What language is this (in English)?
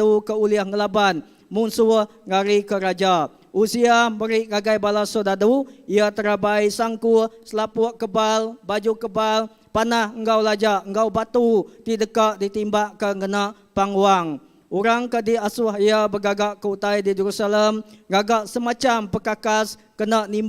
Iban